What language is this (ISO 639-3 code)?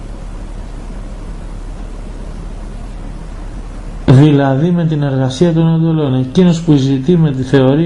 ell